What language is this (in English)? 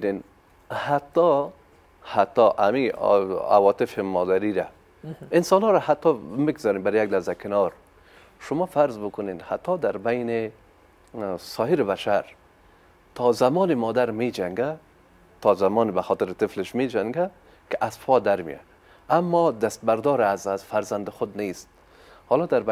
Persian